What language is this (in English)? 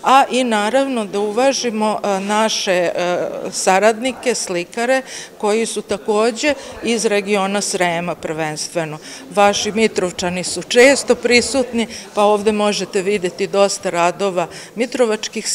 Serbian